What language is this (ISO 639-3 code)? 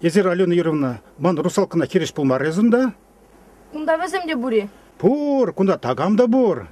chv